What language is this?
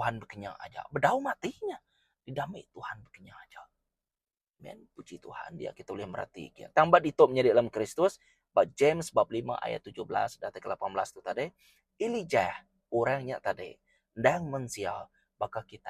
Iban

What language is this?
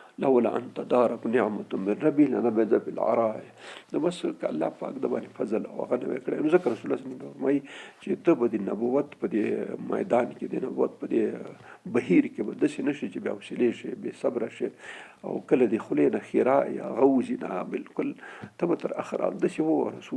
Pashto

